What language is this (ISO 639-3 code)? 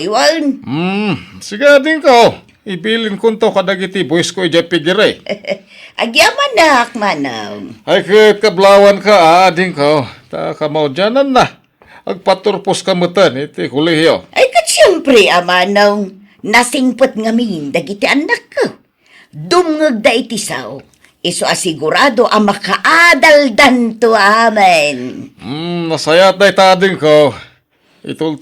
ilo